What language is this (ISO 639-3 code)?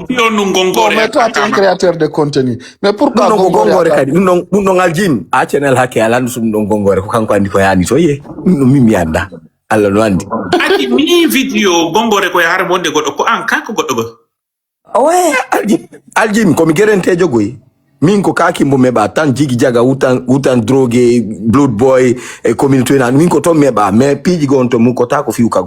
ful